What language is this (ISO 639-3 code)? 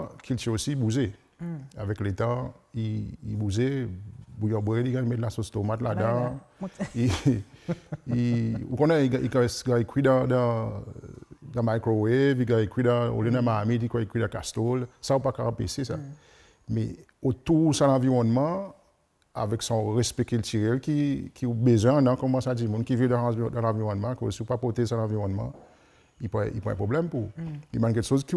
crs